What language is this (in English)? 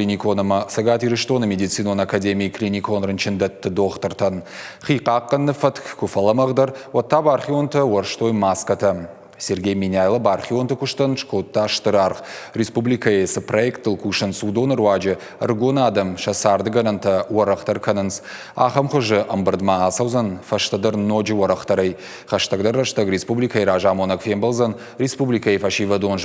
Ossetic